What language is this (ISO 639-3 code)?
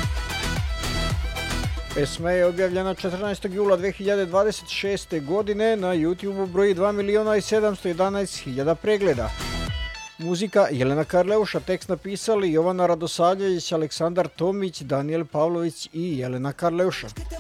srp